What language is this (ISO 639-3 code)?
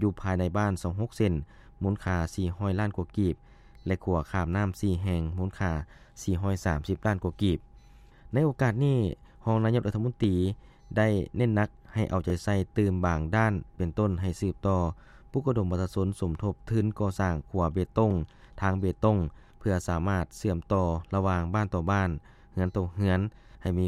lao